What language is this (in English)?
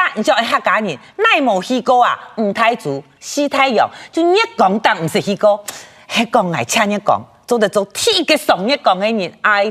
Hakka Chinese